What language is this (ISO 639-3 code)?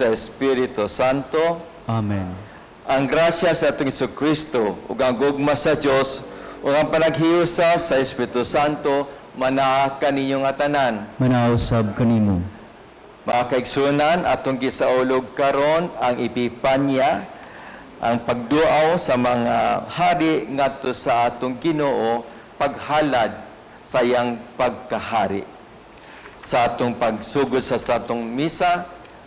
ceb